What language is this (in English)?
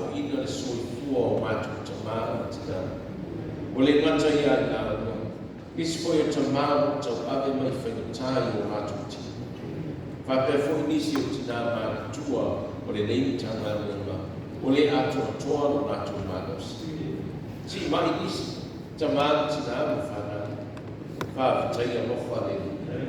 Samoan